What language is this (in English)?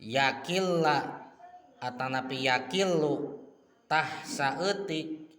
Sundanese